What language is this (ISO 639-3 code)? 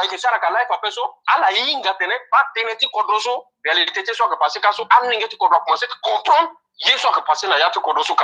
sag